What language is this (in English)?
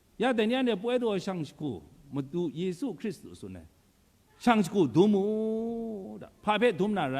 Kachin